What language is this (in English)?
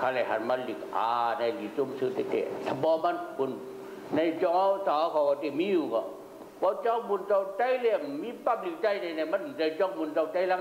Shan